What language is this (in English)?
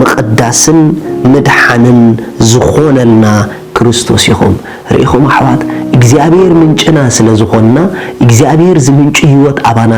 Tigrinya